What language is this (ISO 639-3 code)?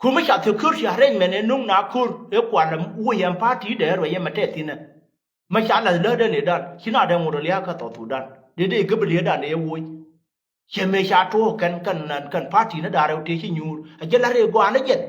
nus